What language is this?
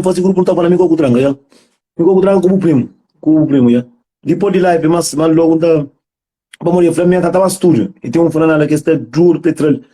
Kabuverdianu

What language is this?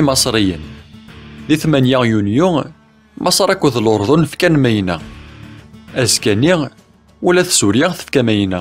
Kabyle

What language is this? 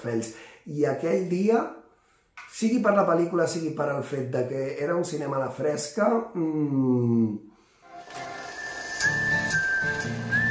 Catalan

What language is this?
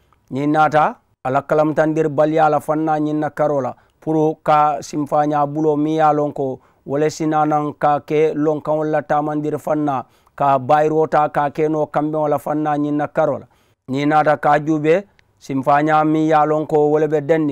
Mandingo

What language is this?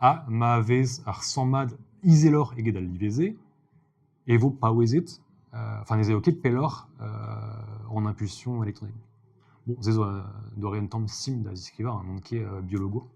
Breton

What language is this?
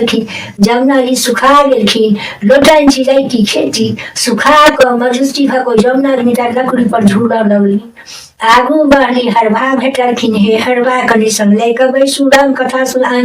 Maithili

